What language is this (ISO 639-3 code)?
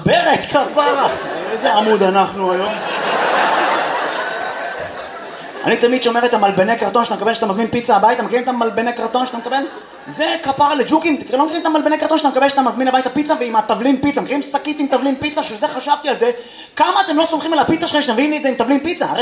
heb